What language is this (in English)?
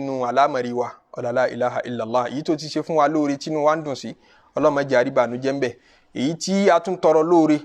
Yoruba